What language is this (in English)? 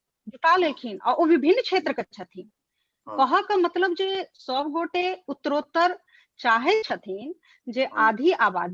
Maithili